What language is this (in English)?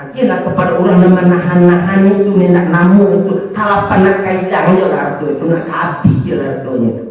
Minangkabau